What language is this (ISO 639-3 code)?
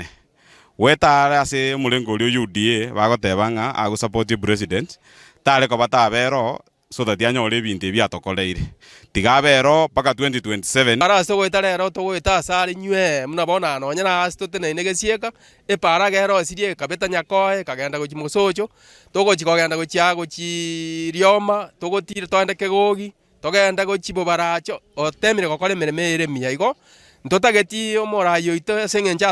guz